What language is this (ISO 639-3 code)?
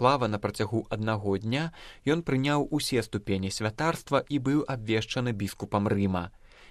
bel